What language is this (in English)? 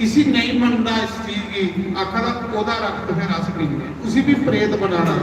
Dogri